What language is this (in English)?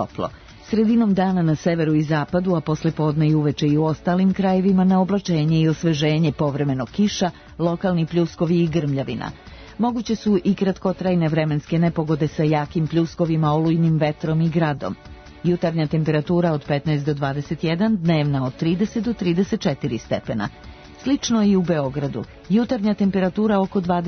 Serbian